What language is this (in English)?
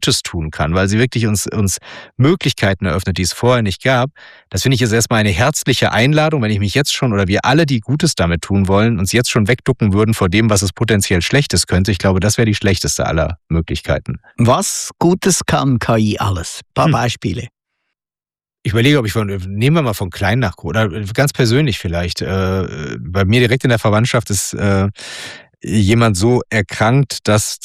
German